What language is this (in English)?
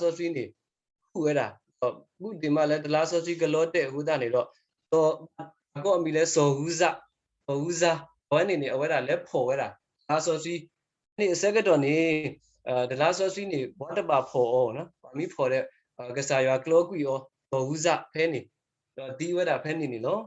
S'gaw Karen